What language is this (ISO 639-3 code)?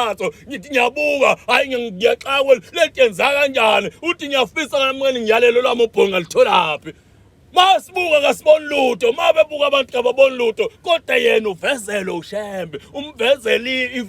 zul